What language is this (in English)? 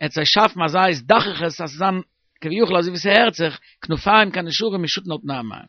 Yiddish